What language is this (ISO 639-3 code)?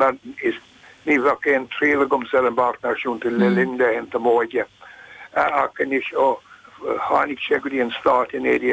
gle